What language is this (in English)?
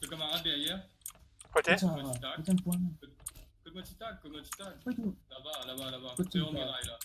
Morisyen